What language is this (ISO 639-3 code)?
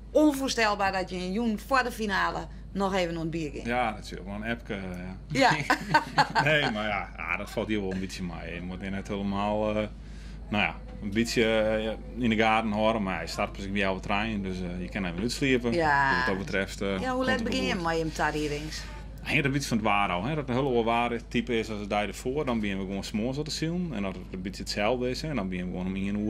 fry